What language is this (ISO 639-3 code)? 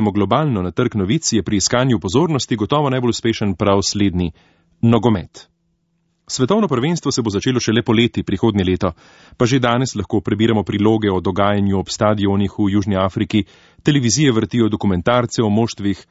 slv